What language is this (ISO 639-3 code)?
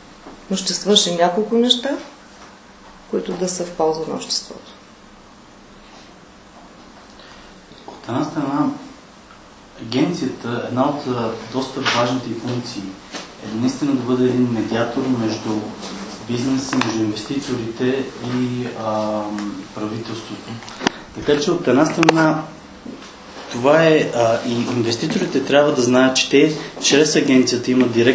bul